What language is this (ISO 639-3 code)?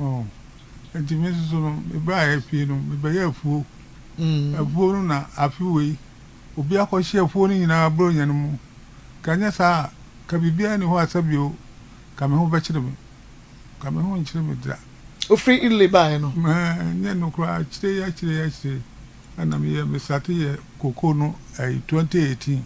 aka